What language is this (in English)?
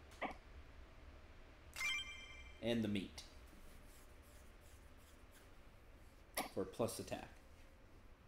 English